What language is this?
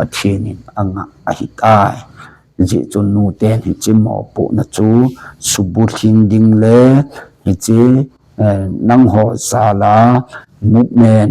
Thado Chin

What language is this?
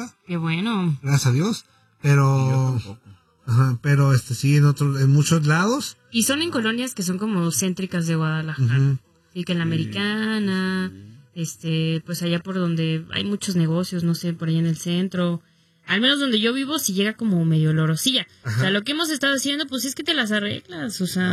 Spanish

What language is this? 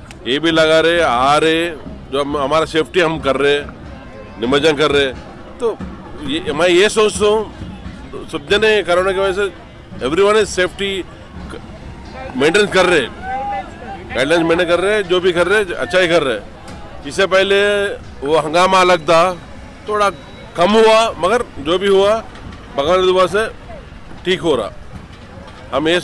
Hindi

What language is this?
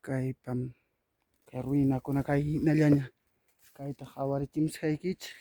Ayacucho Quechua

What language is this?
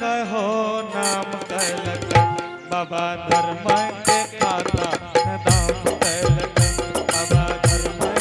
Angika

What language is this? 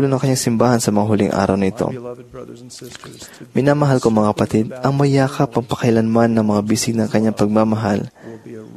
Filipino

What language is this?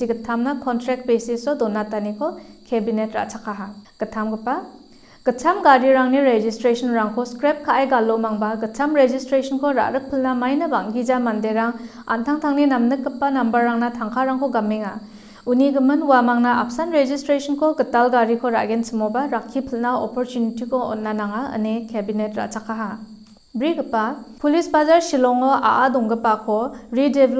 Garo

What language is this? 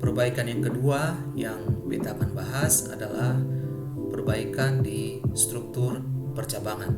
Ambonese Malay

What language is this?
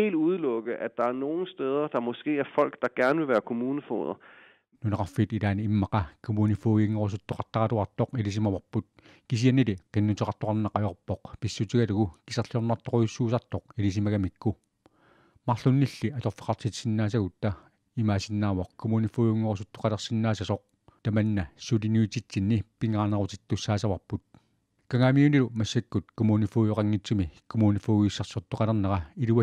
Kalaallisut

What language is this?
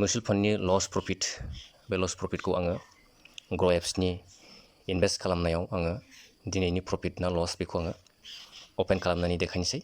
Bodo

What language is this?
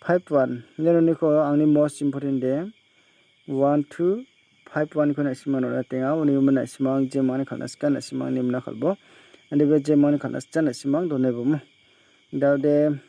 Garo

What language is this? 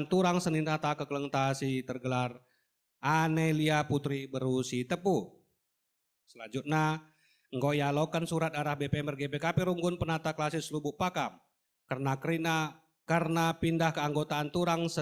Batak Karo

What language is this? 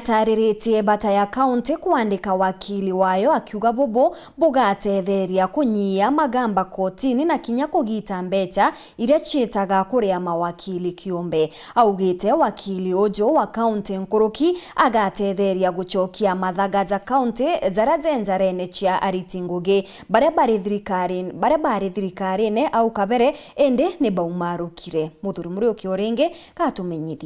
Meru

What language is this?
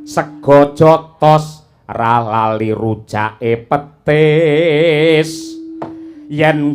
Javanese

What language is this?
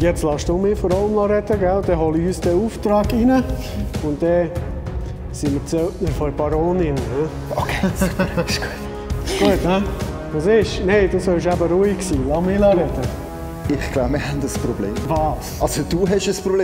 Swiss German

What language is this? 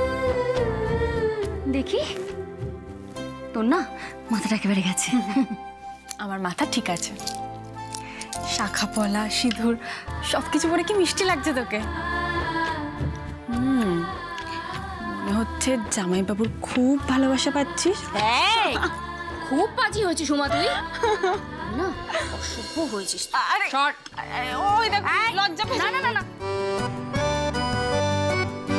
Bangla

